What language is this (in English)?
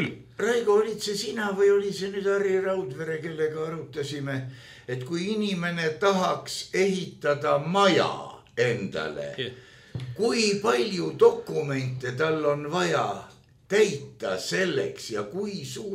Estonian